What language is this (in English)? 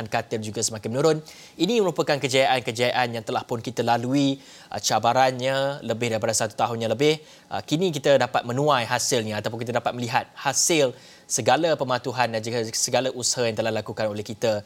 Malay